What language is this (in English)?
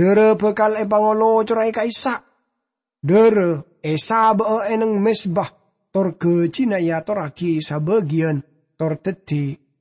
Madurese